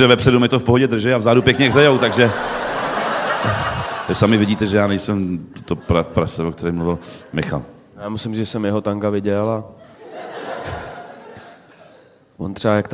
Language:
Czech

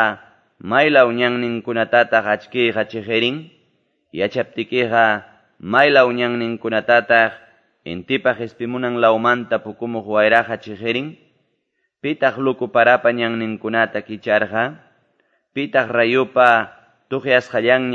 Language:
Quechua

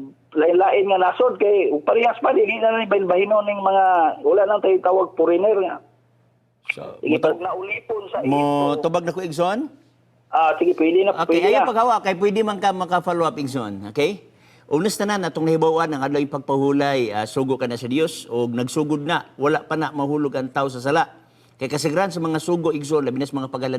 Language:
Cebuano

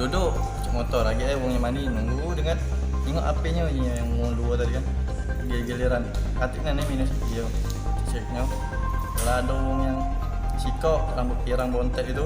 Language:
Musi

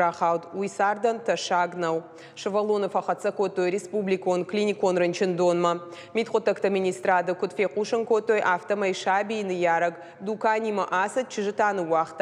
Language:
Ossetic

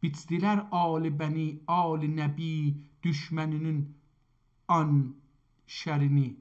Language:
South Azerbaijani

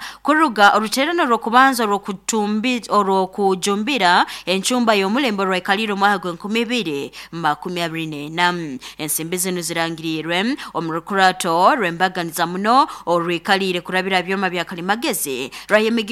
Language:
Nyoro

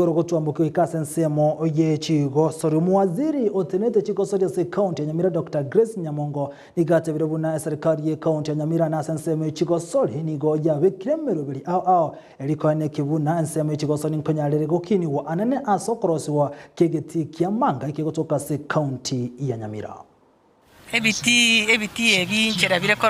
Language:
Gusii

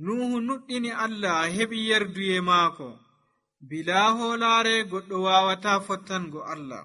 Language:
Nigerian Fulfulde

